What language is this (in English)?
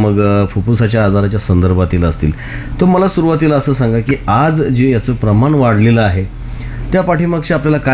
Marathi